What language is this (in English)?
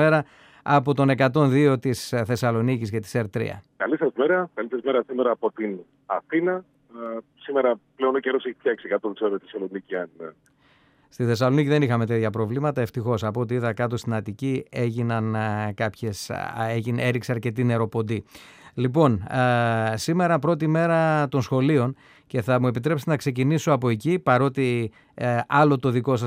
Greek